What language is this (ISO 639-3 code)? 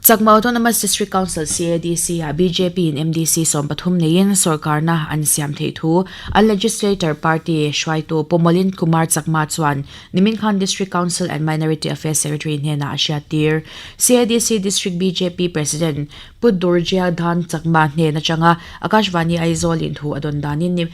lus